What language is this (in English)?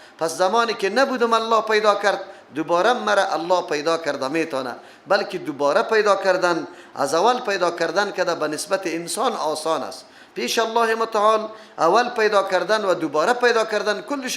Persian